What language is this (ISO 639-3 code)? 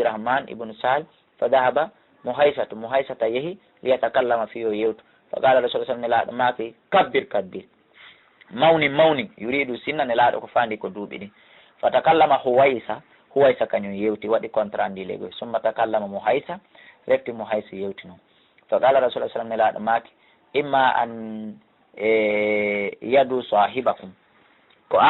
ful